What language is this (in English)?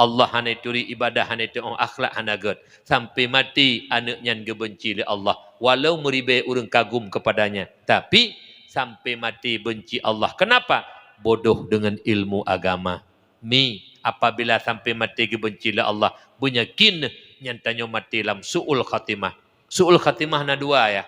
Achinese